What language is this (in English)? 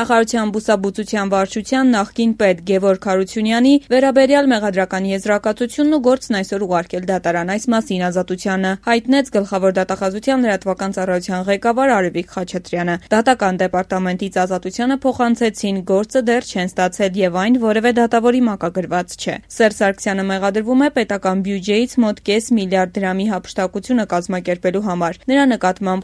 Armenian